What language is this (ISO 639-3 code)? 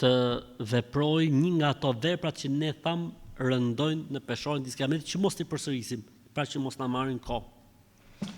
sqi